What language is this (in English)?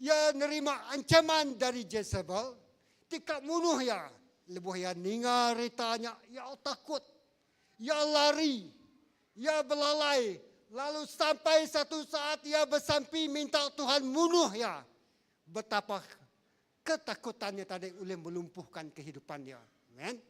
Iban